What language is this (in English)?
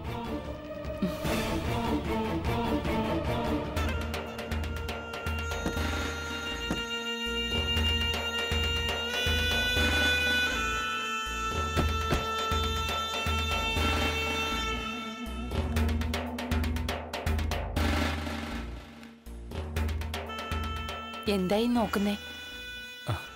Malayalam